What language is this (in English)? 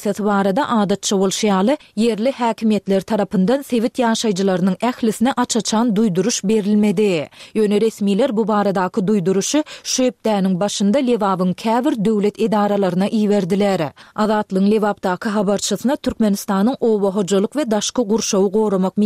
Turkmen